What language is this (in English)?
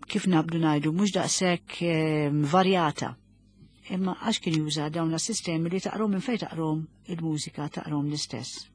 Maltese